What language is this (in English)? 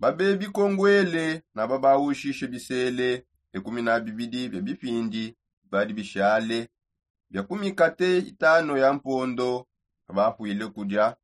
Songe